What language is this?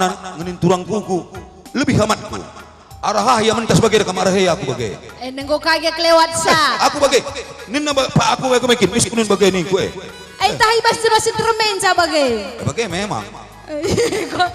Batak Karo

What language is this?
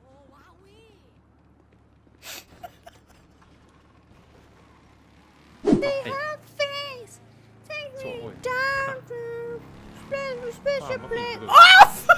Swedish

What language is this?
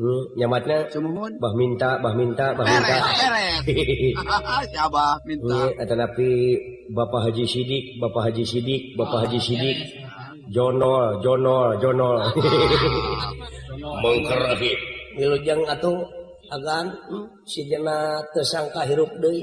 Sundanese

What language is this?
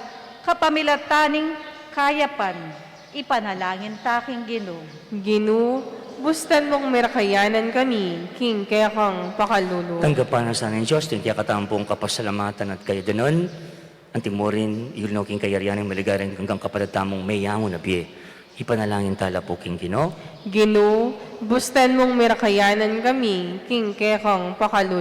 Pampanga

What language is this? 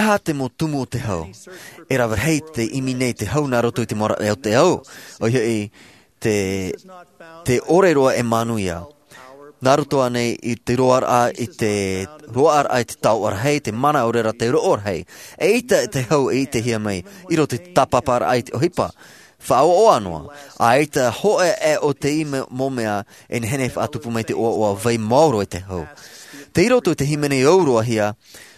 Tahitian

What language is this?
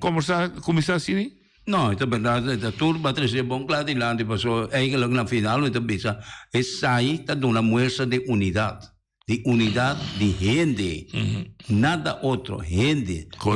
Papiamento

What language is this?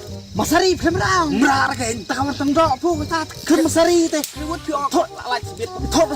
Khasi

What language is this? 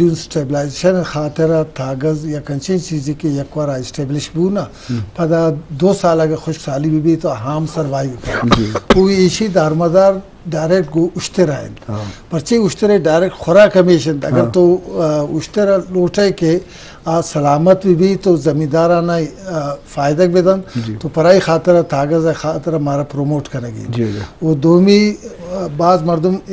Eastern Balochi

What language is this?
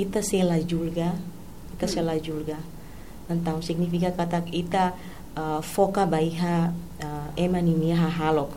Tetum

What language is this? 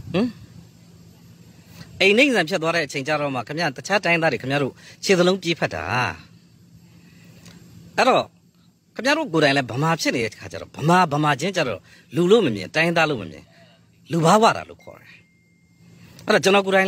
Burmese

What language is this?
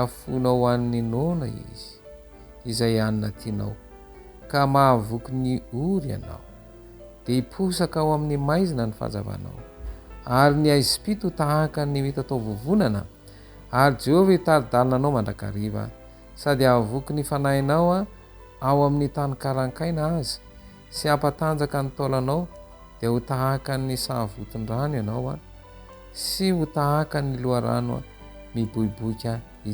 Malagasy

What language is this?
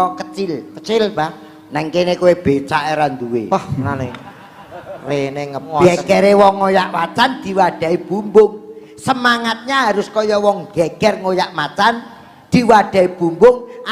Javanese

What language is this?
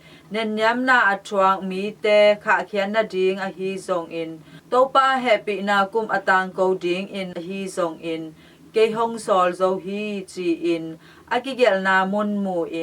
Tedim Chin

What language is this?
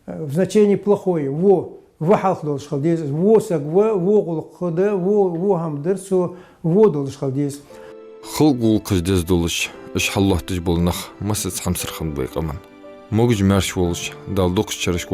Ingush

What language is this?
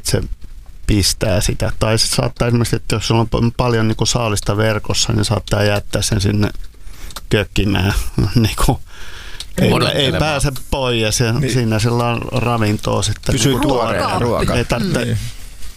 Finnish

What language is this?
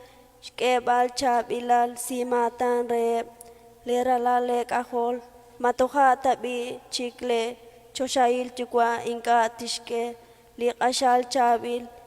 Kekchí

